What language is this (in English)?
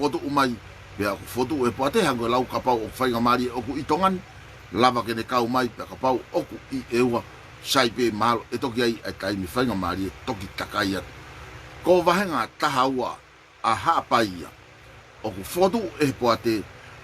Tongan